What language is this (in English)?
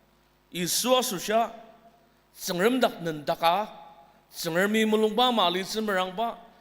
Ao Naga